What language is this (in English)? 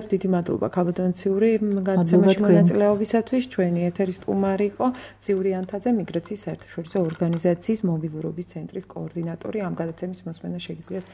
Georgian